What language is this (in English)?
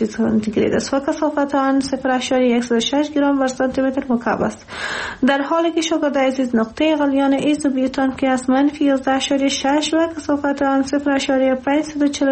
Persian